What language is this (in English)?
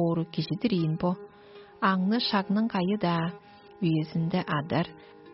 Tuvinian